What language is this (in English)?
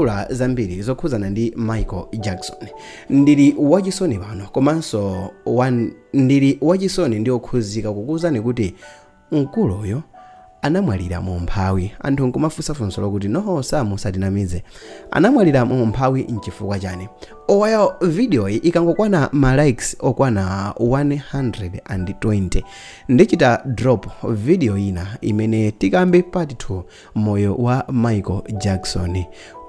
Nyanja